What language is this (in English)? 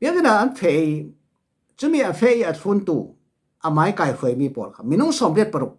Falam Chin